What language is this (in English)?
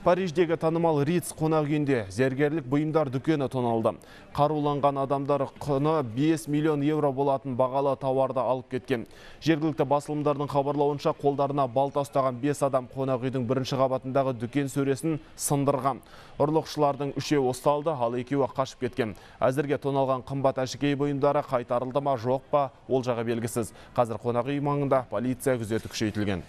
Kazakh